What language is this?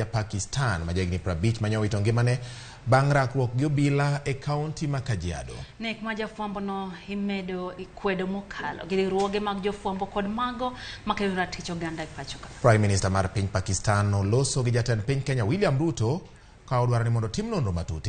Luo (Kenya and Tanzania)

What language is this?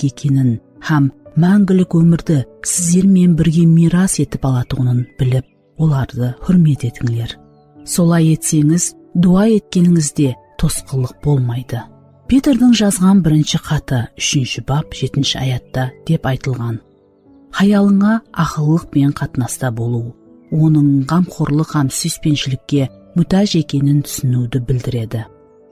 Kara-Kalpak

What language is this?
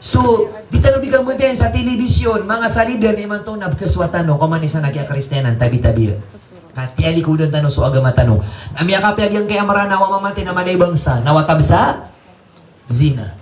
Maranao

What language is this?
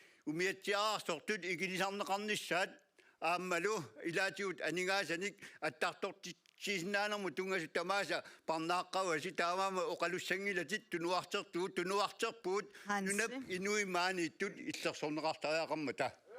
Kalaallisut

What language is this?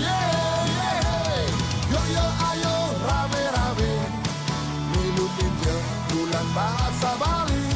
Balinese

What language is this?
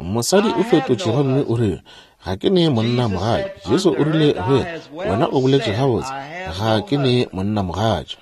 Northern Sotho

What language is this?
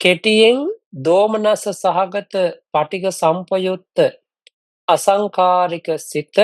Sinhala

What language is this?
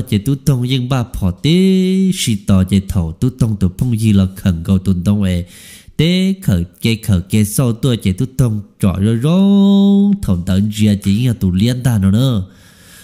Hmong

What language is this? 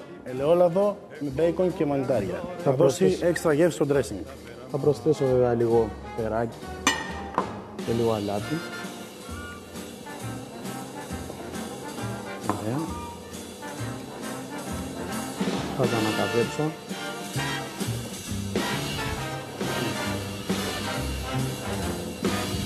Greek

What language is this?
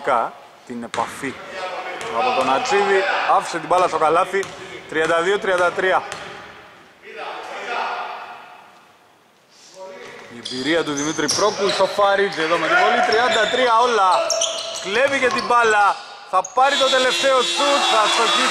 Greek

